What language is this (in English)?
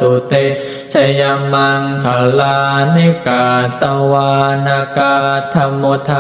Pali